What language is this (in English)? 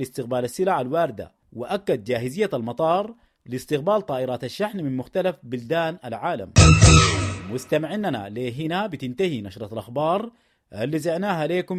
Sudanese Arabic